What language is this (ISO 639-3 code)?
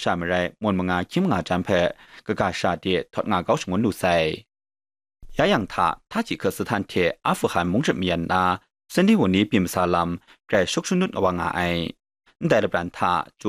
kac